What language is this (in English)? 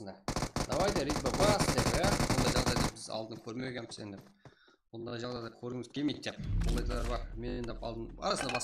Kara-Kalpak